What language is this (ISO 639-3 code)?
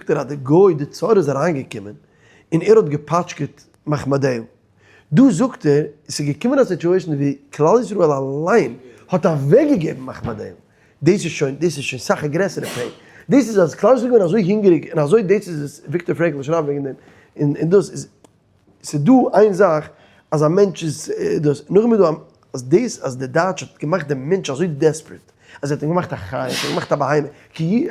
yid